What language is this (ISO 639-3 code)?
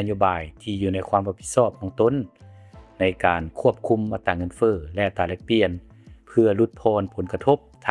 lao